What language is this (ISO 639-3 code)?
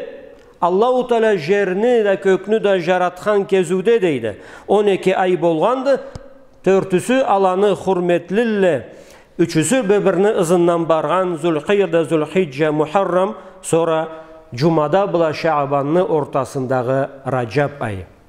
krc